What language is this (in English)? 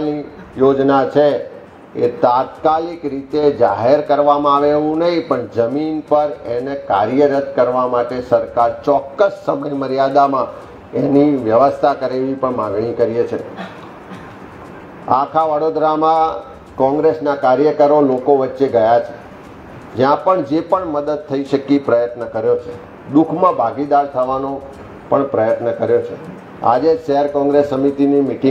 Gujarati